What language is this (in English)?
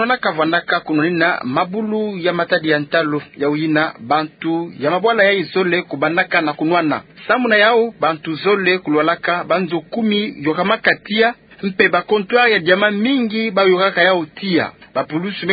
Kituba (Democratic Republic of Congo)